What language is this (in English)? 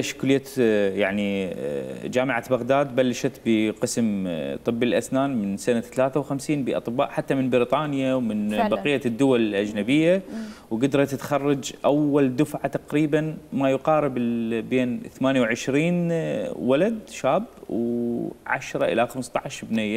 Mesopotamian Arabic